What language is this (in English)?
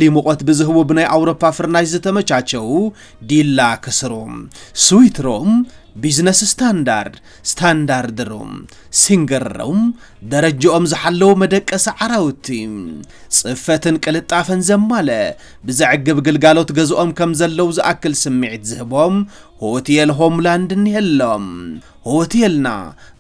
Tigrinya